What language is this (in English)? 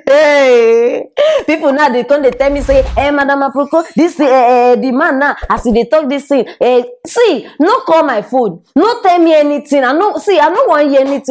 Nigerian Pidgin